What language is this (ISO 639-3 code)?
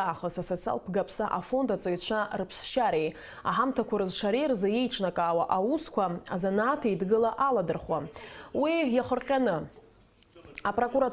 abk